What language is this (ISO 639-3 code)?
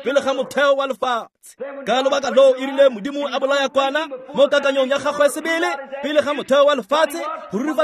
tsn